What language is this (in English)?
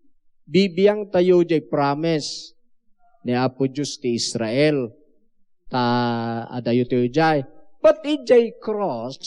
Iloko